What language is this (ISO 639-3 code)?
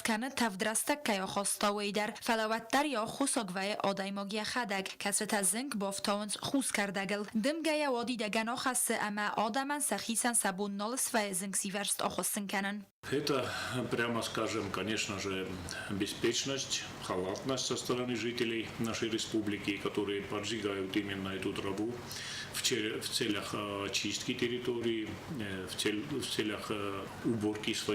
oss